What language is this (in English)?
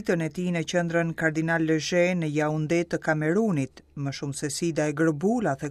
Albanian